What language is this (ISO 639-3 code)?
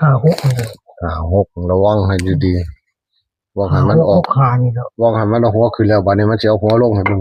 tts